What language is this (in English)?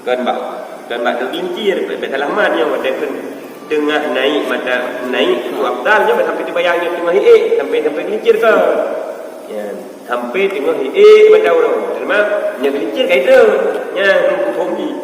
Achinese